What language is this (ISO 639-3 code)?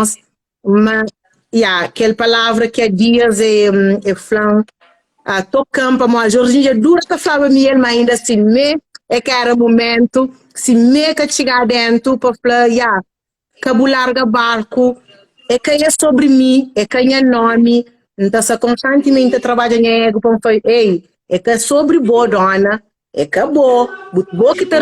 kea